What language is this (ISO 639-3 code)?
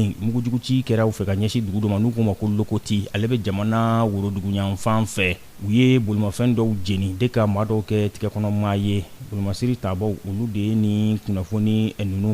bam